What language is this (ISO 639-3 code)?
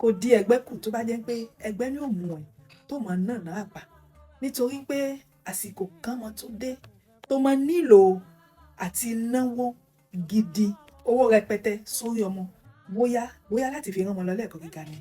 yor